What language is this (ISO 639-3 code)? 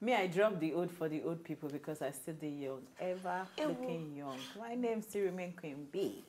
pcm